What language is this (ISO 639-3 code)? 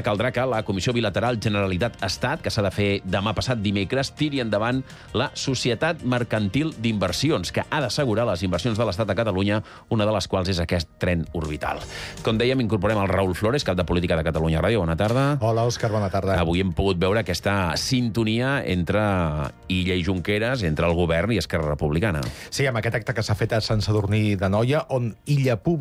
cat